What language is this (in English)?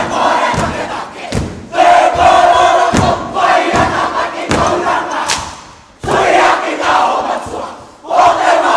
Māori